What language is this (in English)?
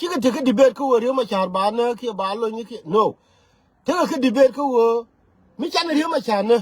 Nuer